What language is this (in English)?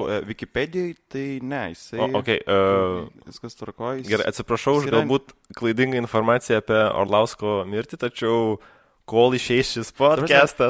Lithuanian